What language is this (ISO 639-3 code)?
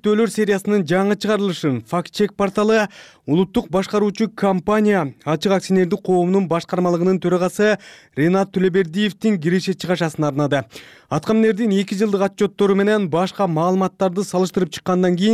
kir